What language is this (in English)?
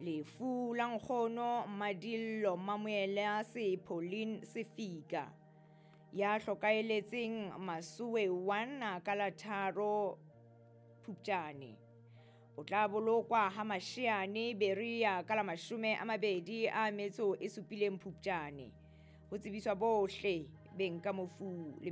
Southern Sotho